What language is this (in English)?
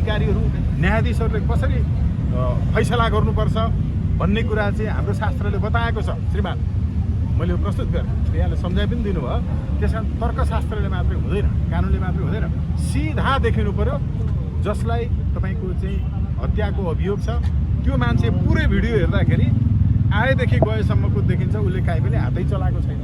Nepali